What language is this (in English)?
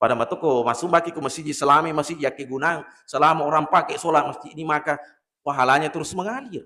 Buginese